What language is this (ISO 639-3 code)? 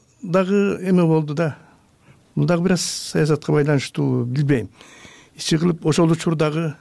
kir